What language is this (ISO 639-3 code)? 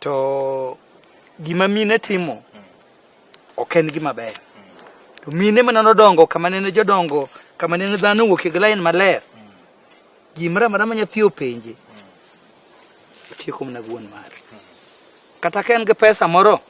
luo